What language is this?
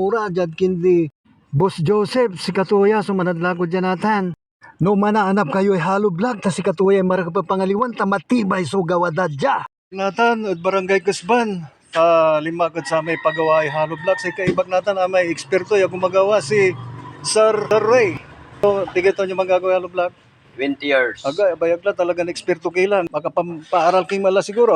Pangasinan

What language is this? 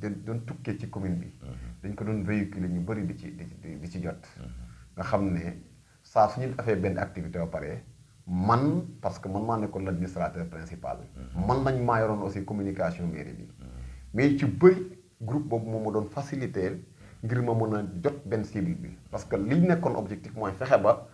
Wolof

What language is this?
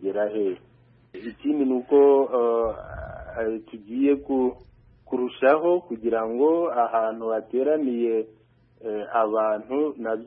Kinyarwanda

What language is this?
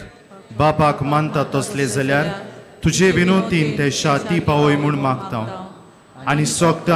Konkani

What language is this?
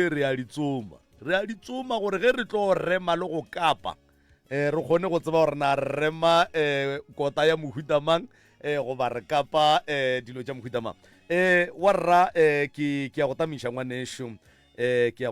Northern Sotho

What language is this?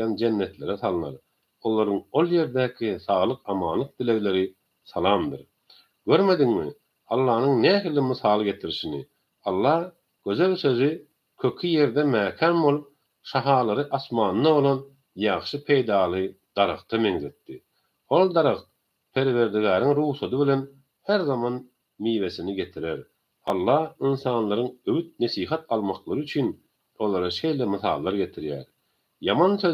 Turkmen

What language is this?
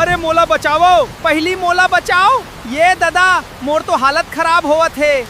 Chhattisgarhi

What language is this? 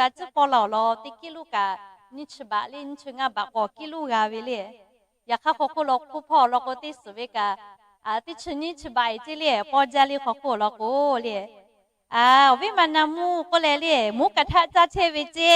Lahu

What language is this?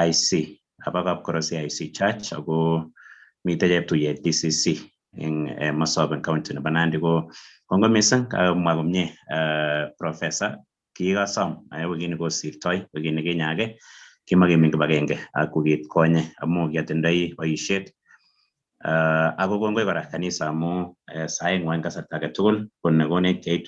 Kalenjin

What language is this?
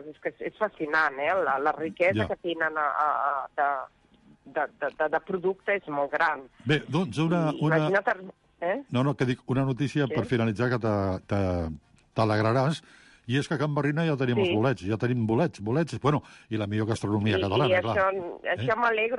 Catalan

